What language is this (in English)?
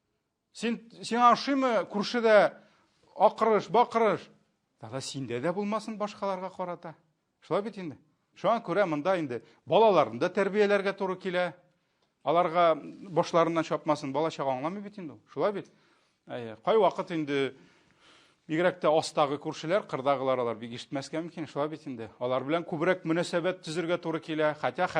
Tatar